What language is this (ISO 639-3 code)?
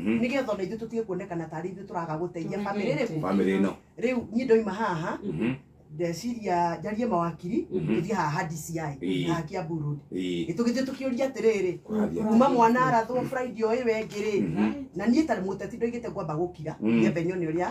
kik